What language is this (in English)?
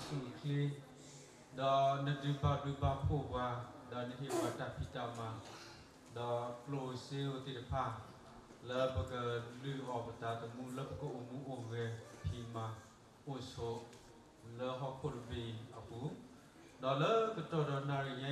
S'gaw Karen